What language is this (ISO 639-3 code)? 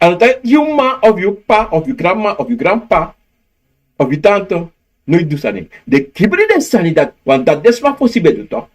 srn